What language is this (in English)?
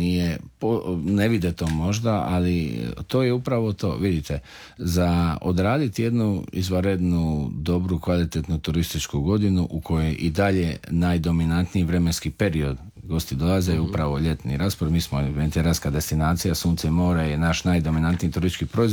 Croatian